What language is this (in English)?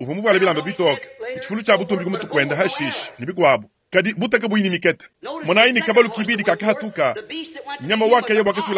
Luba-Lulua